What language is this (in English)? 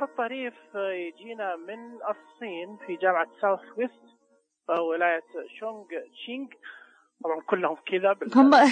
Najdi Arabic